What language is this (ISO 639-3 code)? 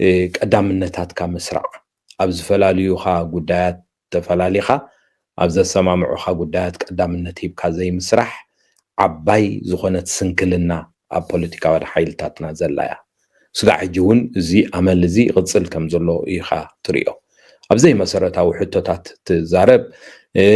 tir